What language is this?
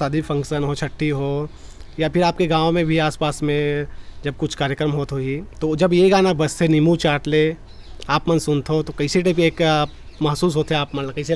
Chhattisgarhi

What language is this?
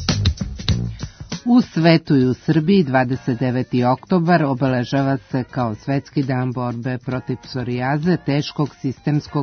Serbian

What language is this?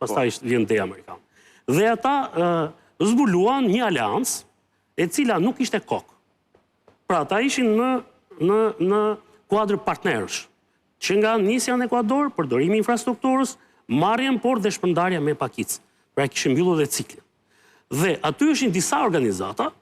Albanian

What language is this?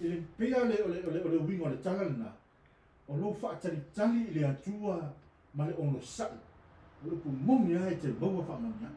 Samoan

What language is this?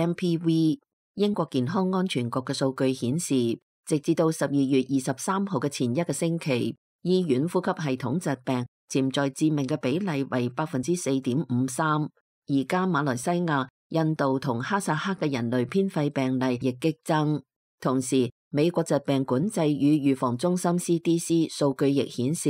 Cantonese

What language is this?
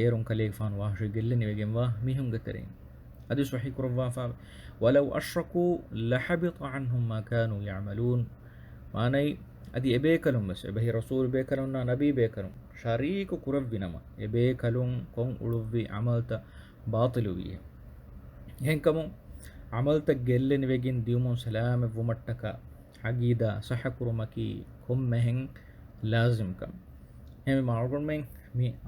Divehi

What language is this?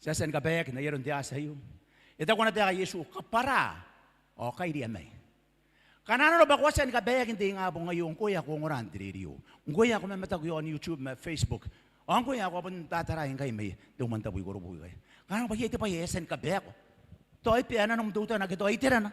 Gilbertese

